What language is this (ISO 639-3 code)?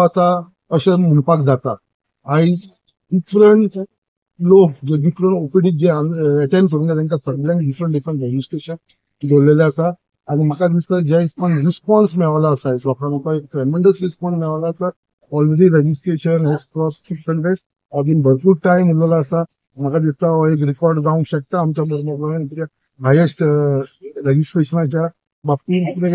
kok